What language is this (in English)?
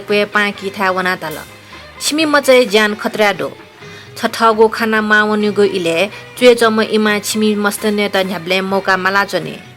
Newari